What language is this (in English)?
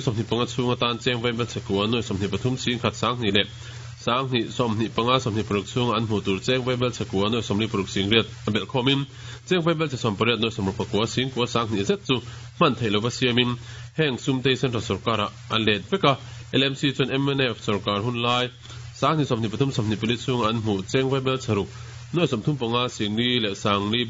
Mizo